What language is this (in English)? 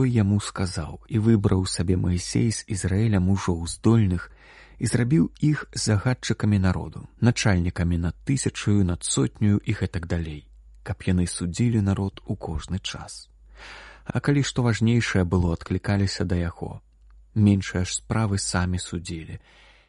Belarusian